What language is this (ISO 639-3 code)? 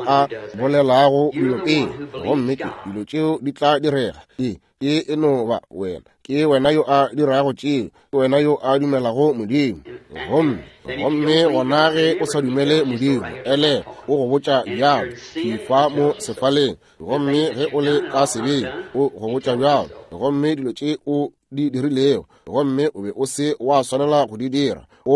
nso